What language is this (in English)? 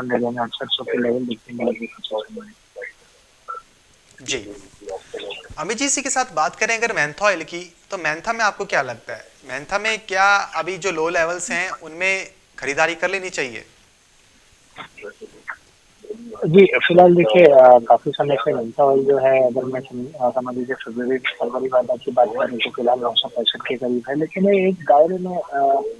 Hindi